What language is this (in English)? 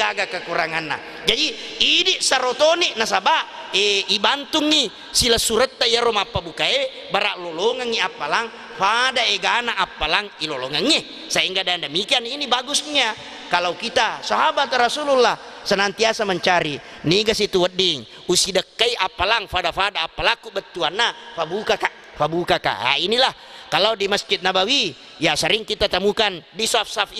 Buginese